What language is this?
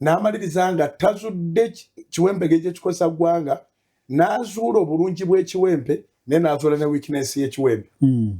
Ganda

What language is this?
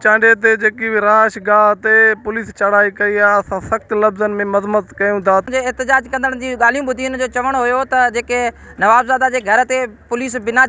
Sindhi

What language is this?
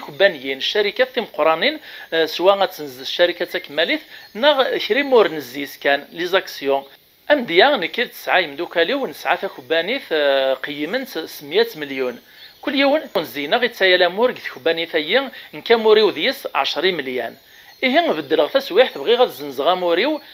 Kabyle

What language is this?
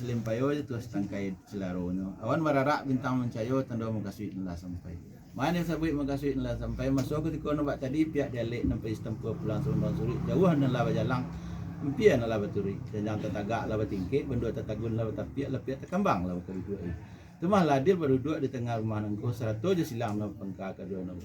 Minangkabau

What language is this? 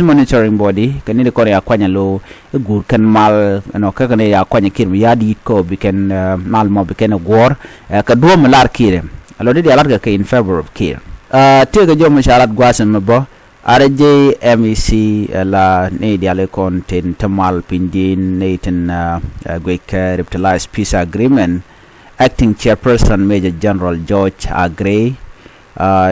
Nuer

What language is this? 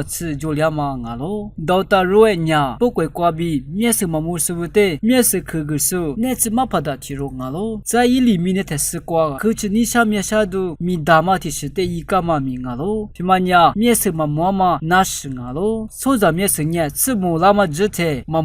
Lisu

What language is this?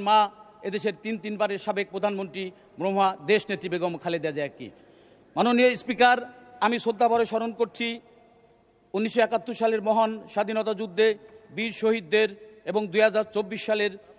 Bangla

